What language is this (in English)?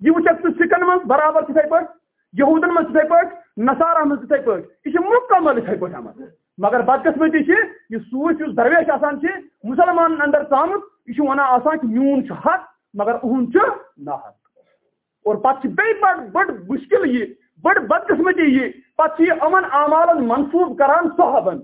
Kashmiri